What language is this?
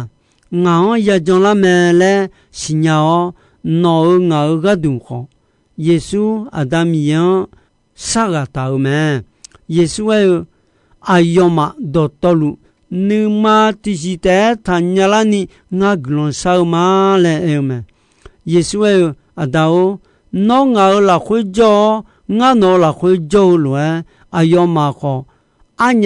Akha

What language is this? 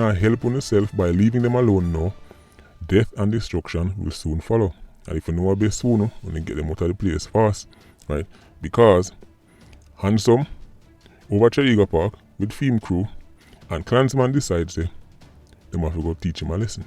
Jamaican Creole English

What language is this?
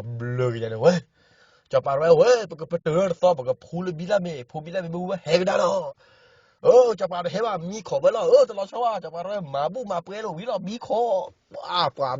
S'gaw Karen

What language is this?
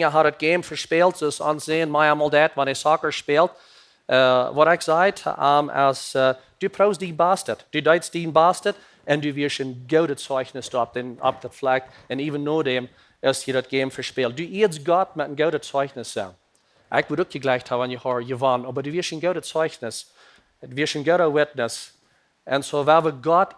Plautdietsch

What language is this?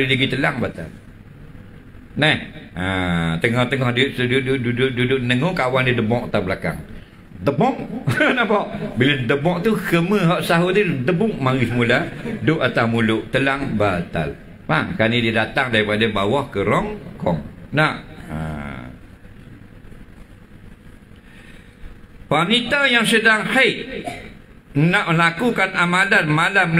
Malay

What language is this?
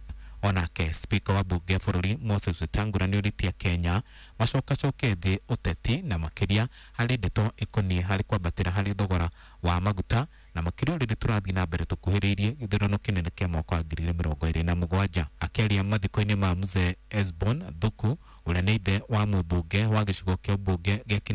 Kikuyu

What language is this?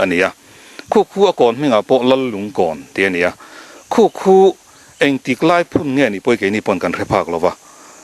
Mizo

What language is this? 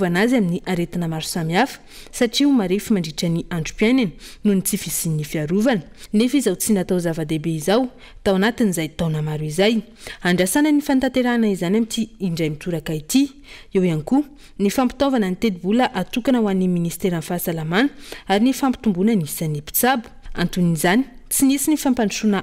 Malagasy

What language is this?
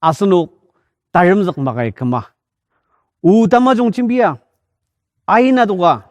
Ao Naga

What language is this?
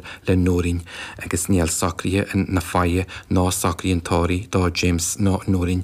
Irish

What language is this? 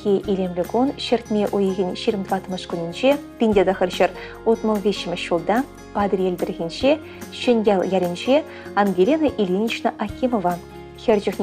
Chuvash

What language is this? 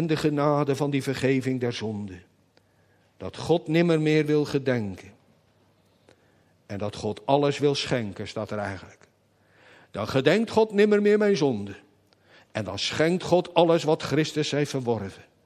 Dutch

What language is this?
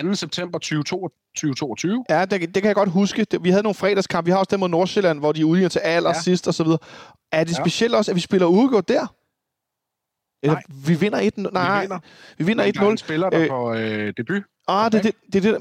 Danish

